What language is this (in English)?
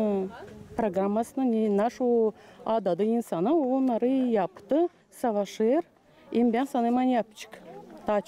Gagauz